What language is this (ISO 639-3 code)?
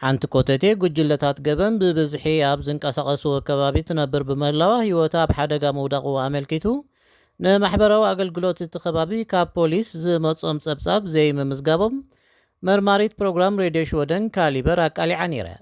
tir